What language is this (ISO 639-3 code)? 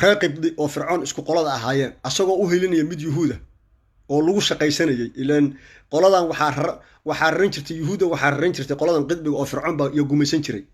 som